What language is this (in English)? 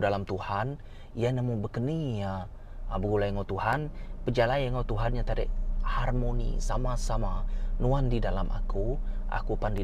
Iban